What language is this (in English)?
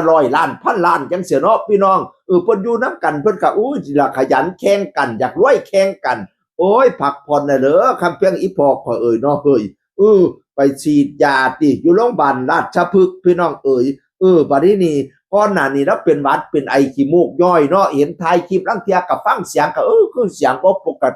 Northeastern Thai